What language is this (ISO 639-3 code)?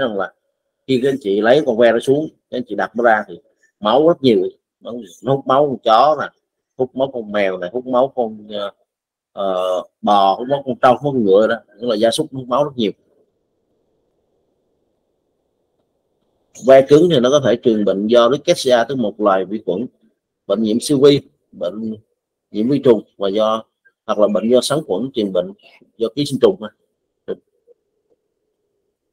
vie